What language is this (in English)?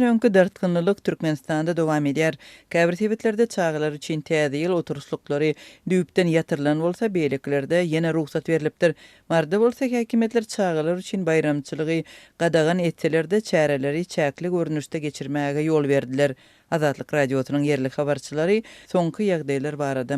Turkmen